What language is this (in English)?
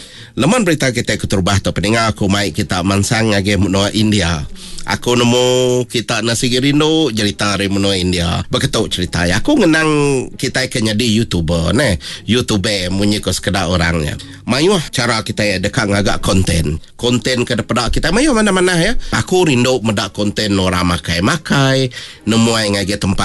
Iban